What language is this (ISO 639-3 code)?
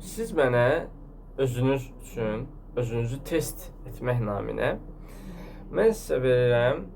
aze